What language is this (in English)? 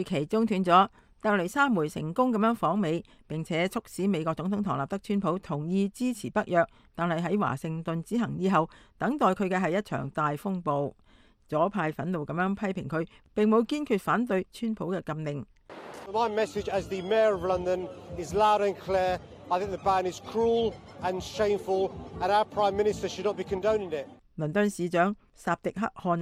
Cantonese